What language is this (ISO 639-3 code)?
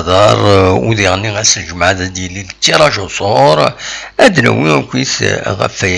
kab